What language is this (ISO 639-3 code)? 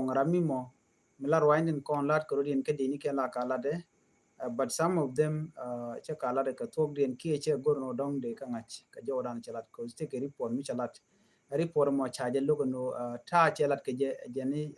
nus